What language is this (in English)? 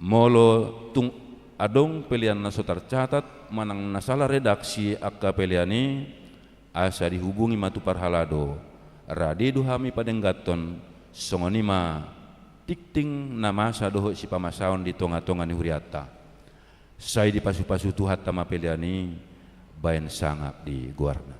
Batak Toba